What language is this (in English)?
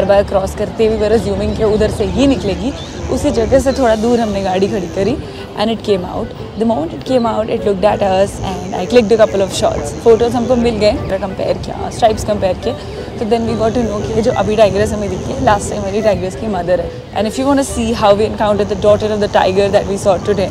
Hindi